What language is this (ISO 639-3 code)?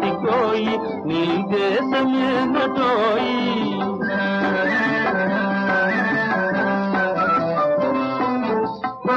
tel